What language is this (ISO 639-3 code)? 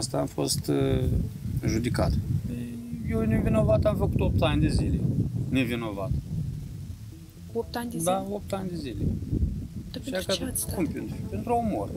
ron